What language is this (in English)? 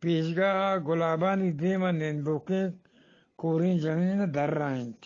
Eastern Balochi